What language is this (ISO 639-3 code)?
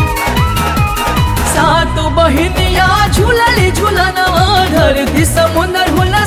bho